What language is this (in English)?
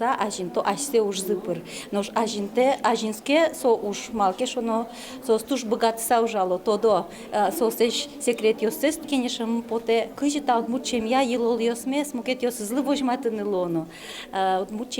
Udmurt